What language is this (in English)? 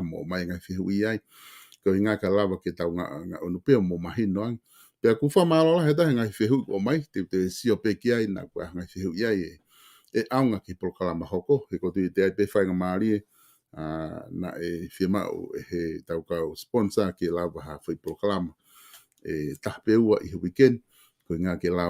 Tongan